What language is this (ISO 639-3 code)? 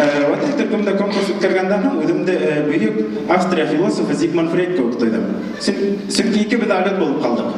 bak